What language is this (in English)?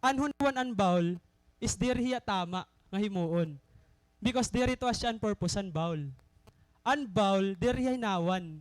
Waray